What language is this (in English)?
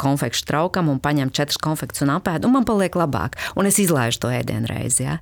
Latvian